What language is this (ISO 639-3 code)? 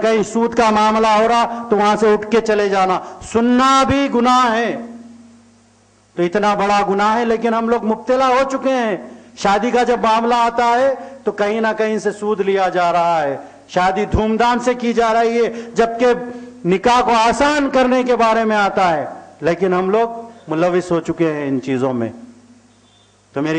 urd